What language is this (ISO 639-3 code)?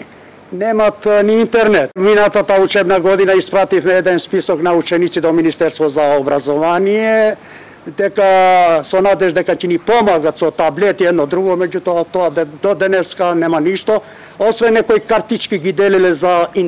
mkd